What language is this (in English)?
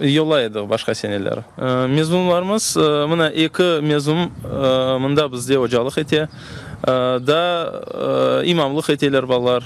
Crimean Tatar